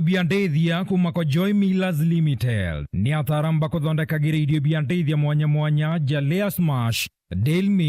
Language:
Meru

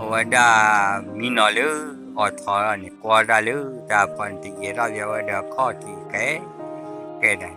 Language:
S'gaw Karen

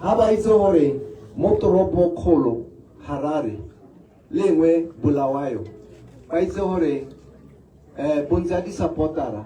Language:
Tswana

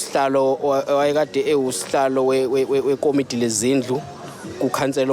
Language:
Zulu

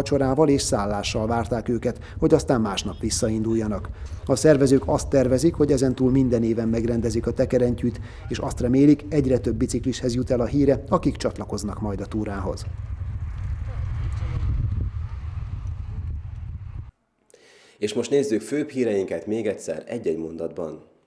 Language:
Hungarian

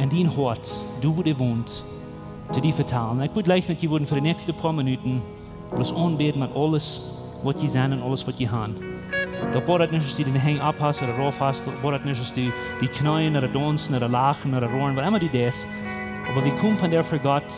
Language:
Plautdietsch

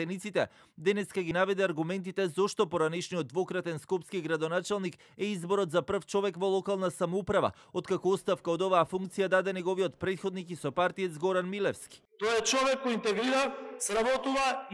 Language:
Macedonian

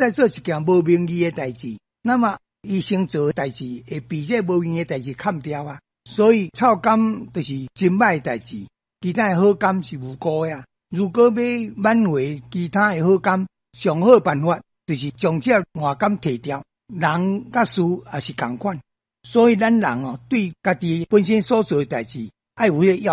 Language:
Min Nan Chinese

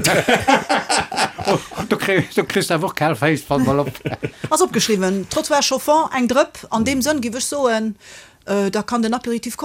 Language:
Luxembourgish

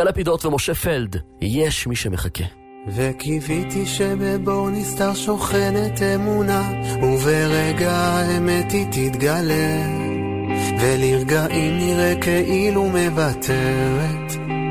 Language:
Hebrew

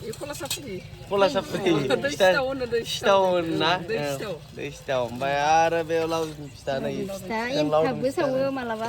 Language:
Bodo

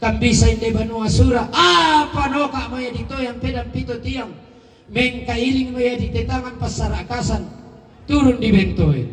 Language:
Toraja-Sa'dan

